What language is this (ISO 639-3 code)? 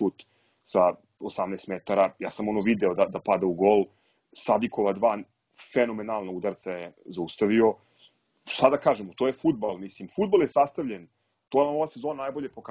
srp